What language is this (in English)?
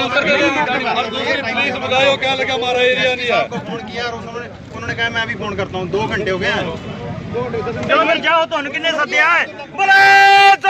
Punjabi